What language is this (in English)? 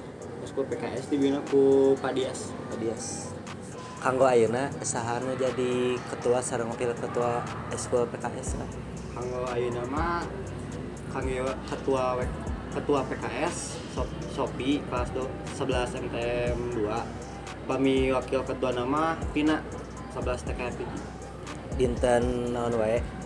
Sundanese